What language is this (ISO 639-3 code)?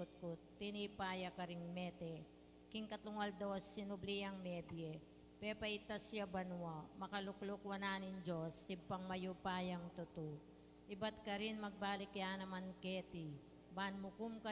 pam